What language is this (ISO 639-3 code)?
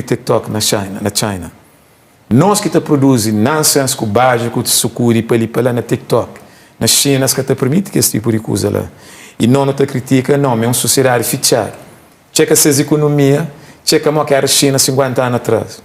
kea